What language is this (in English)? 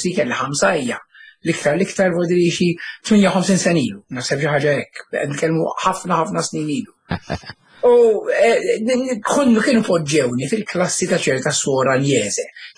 Maltese